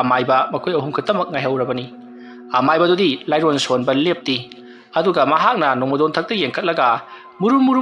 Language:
Manipuri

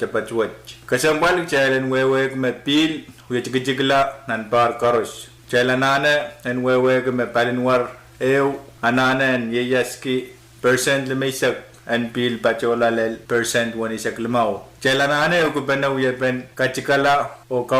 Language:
Pohnpeian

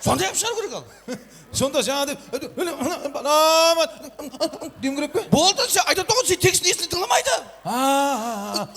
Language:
Kara-Kalpak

